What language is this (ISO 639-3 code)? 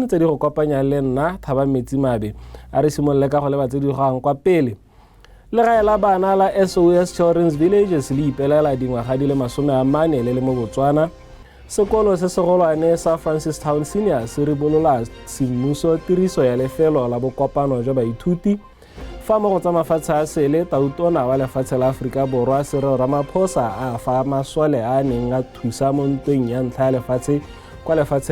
tsn